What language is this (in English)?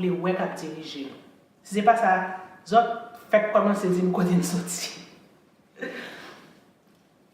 Haitian Creole